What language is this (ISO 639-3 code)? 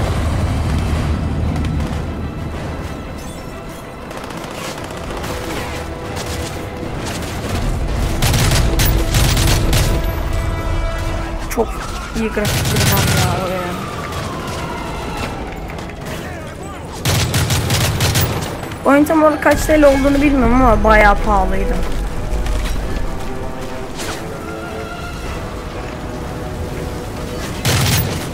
tur